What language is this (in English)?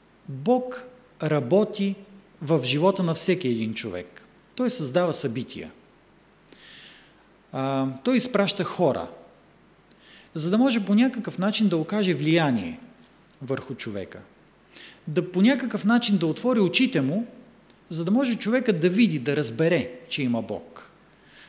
Bulgarian